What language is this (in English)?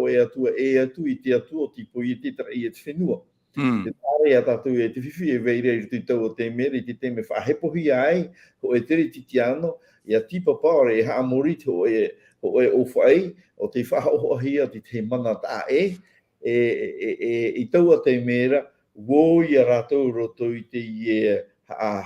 Tahitian